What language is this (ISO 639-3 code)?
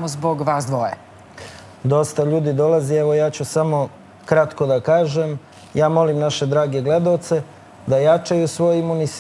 srp